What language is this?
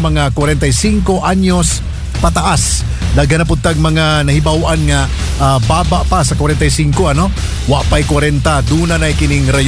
Cebuano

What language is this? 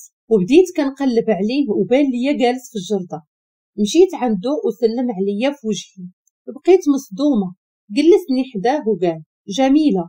Moroccan Arabic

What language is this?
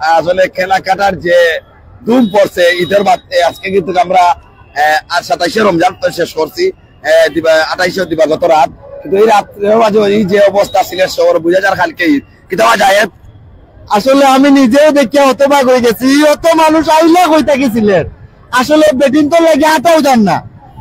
Sylheti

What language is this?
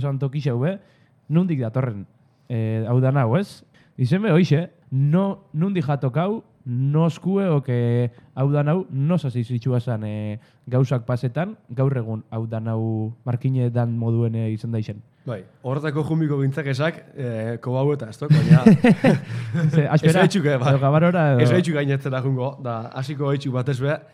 Basque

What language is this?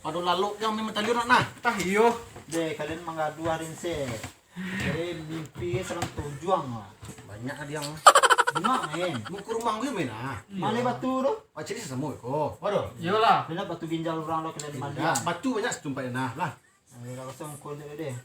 Minangkabau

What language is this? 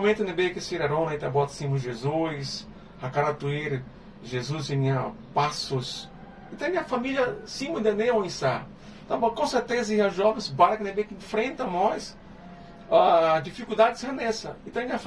Tetum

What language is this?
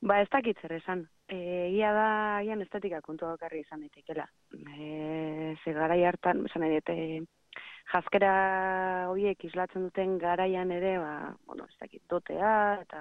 Basque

